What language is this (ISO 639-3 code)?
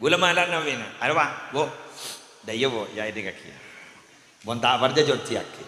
mad